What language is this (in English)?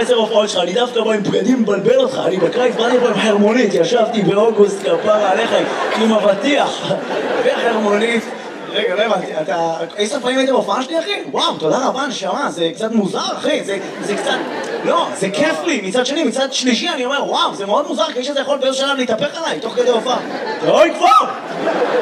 Hebrew